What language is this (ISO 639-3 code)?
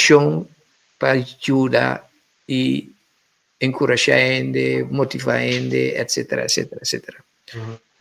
pap